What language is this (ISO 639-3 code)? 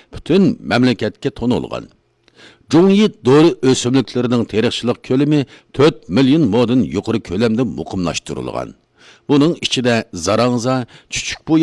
uig